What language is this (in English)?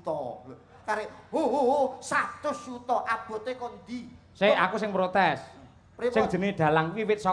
Javanese